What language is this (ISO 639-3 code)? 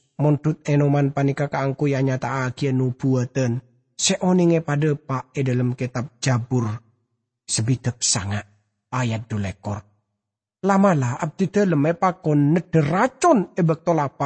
mad